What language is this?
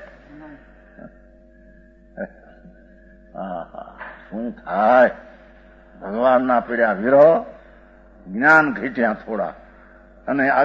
Gujarati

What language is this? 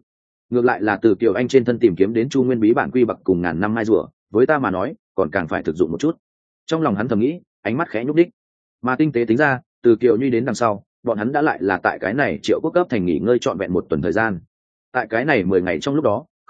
Vietnamese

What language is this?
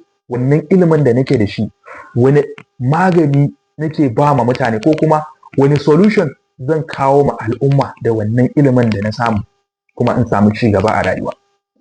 Hausa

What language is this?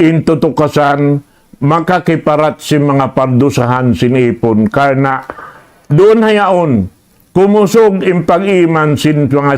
Tausug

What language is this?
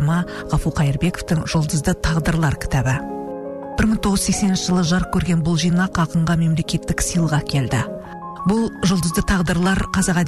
Kazakh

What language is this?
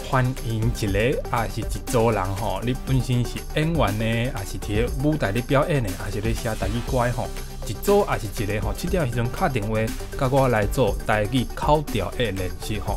Min Nan Chinese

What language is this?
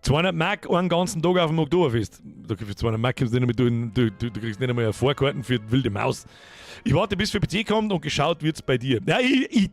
Bavarian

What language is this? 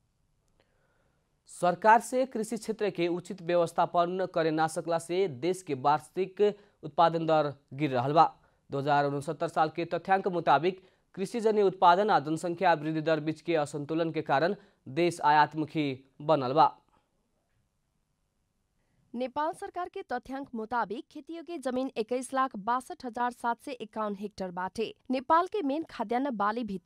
Bhojpuri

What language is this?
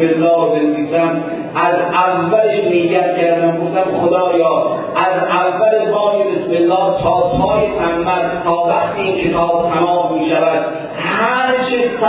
Persian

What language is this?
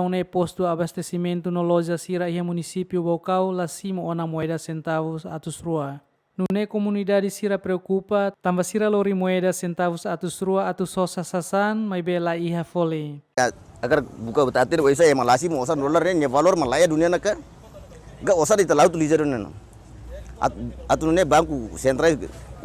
Tetum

